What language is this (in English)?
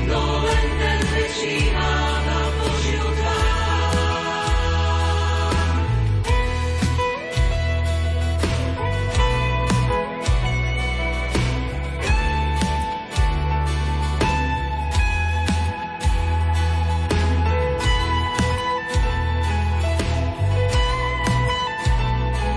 Slovak